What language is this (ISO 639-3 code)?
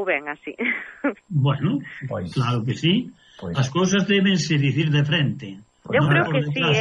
glg